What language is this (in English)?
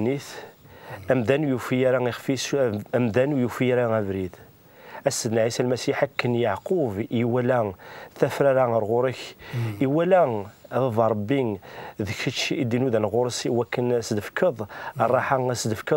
Kabyle